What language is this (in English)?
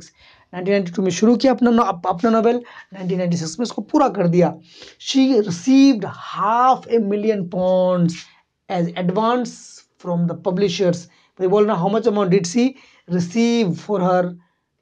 Hindi